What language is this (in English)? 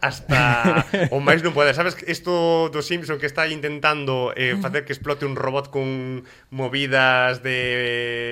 Galician